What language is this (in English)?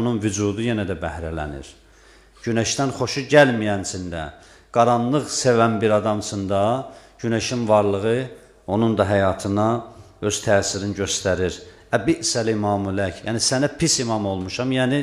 Azerbaijani